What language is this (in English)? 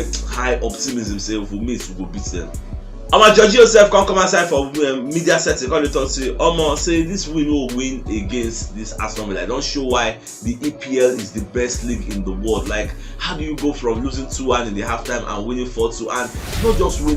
Nigerian Pidgin